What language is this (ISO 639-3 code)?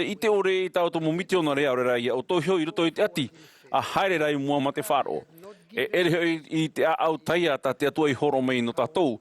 tah